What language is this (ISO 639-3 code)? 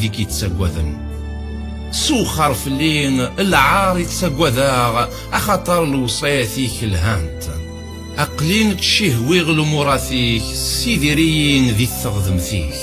kab